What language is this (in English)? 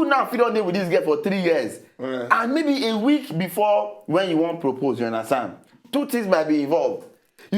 Nigerian Pidgin